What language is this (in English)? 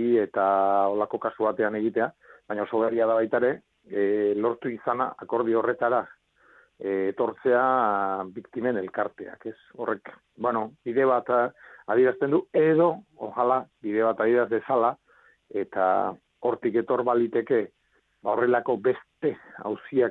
Basque